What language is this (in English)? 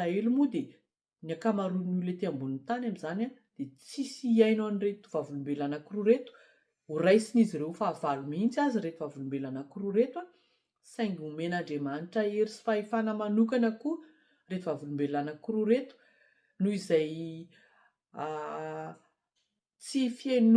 Malagasy